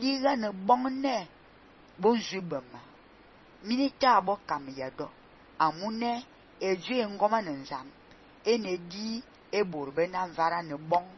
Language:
Fang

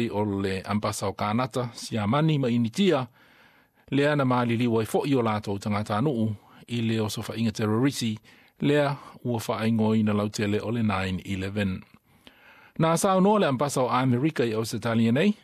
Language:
Samoan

